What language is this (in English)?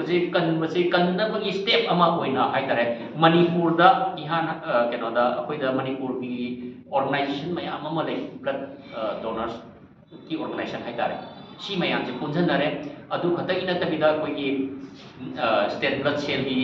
Manipuri